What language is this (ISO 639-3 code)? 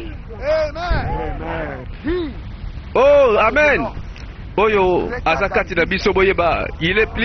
lin